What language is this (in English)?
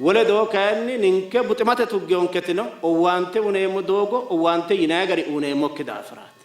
Sidamo